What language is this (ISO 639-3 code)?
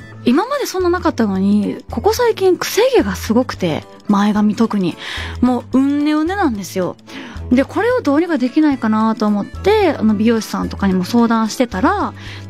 jpn